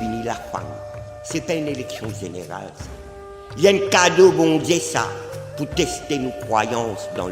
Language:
Morisyen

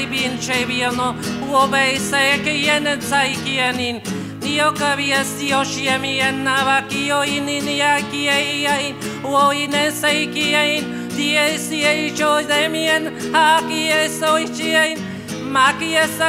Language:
Basque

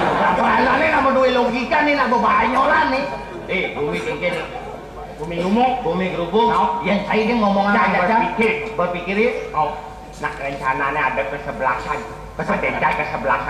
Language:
Balinese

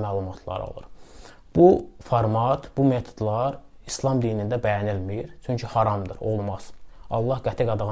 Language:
Azerbaijani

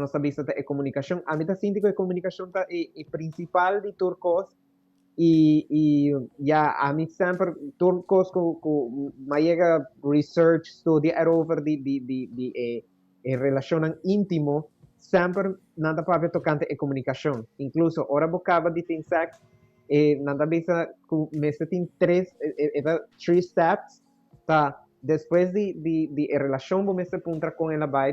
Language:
Papiamento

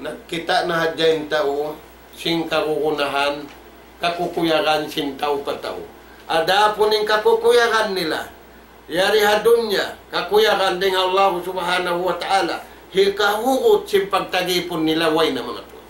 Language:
Tausug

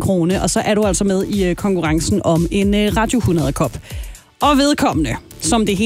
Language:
Danish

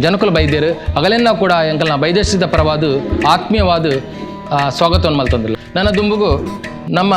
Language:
Tulu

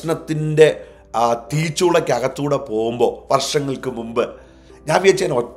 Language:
Malayalam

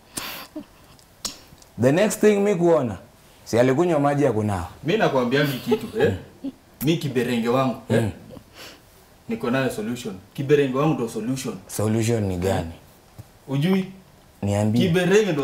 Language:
Swahili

